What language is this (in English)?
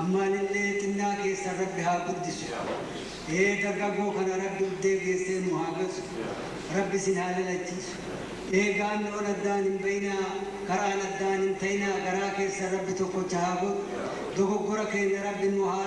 Oromo